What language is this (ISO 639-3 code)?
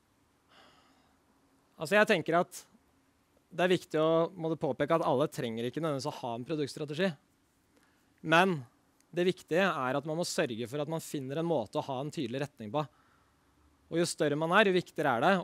nor